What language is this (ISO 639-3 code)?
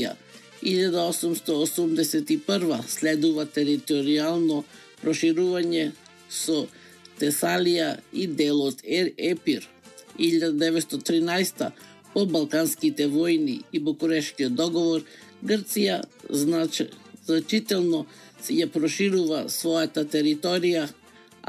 mkd